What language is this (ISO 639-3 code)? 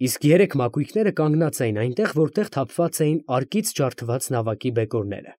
hye